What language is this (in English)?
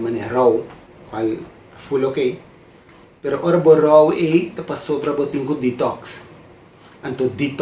Papiamento